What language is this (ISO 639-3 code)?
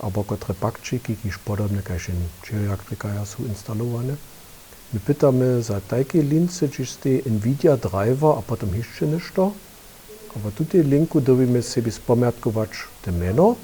hsb